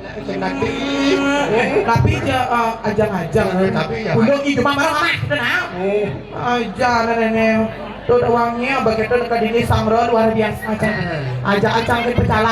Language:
Balinese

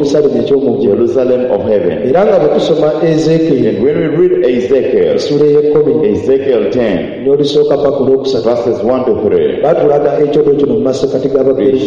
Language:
Ganda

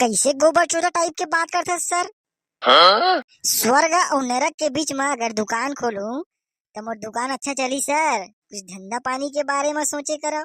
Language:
Chhattisgarhi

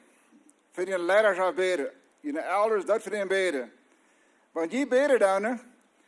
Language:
Plautdietsch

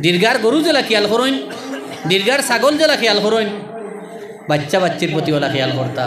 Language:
Sylheti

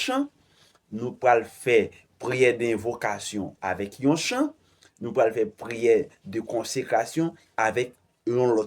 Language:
Haitian Creole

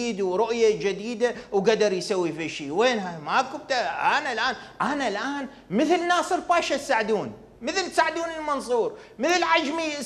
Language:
Mesopotamian Arabic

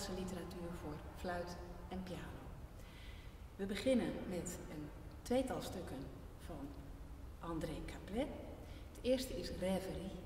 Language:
Dutch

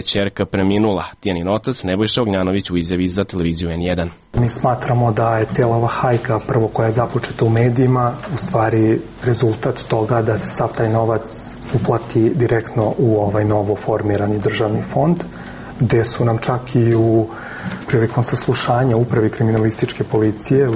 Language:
Serbian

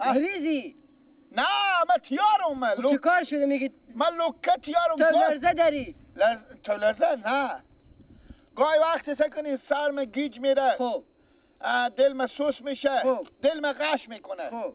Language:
Persian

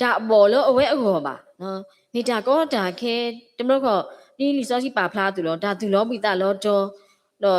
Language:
S'gaw Karen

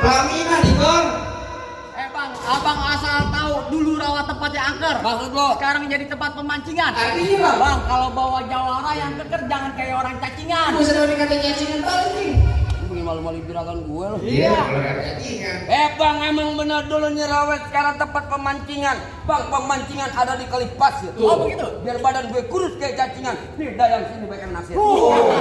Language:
Betawi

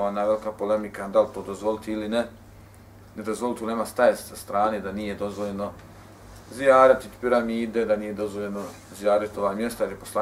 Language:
Bosnian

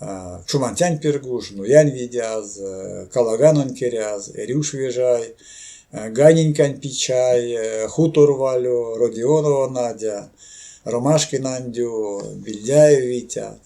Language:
Erzya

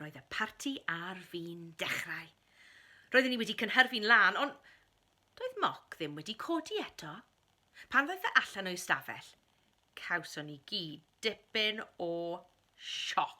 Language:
Welsh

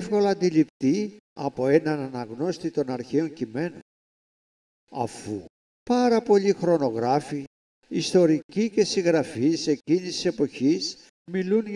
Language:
Greek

